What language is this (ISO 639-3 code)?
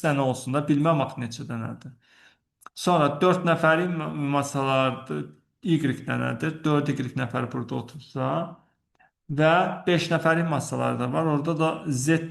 aze